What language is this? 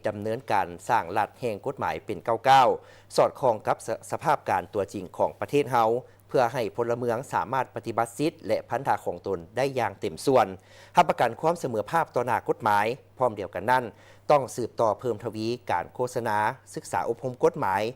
Lao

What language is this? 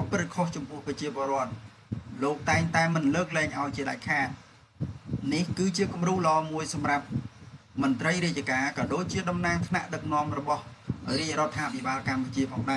Khmer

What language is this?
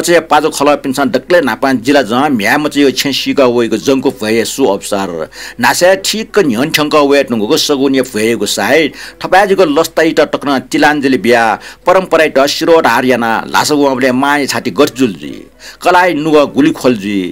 Newari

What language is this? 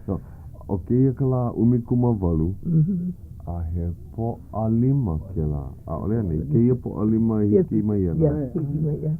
Hawaiian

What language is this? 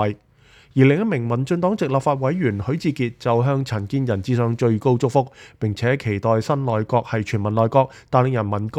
Cantonese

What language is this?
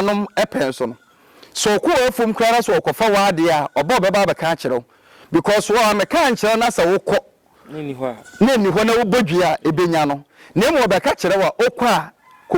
Akan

